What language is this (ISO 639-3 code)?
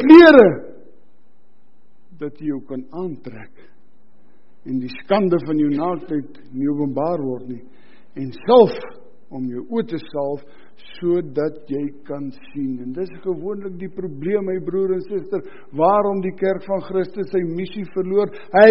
afr